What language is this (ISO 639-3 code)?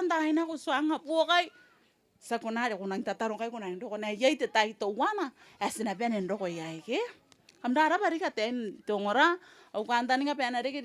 gil